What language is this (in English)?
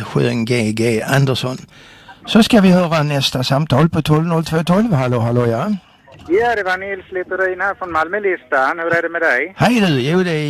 Swedish